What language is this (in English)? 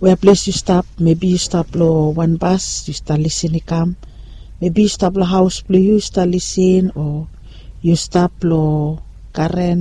Bislama